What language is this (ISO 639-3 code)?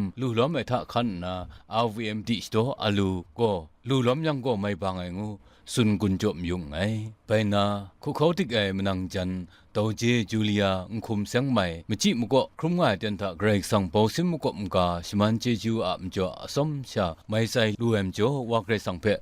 kac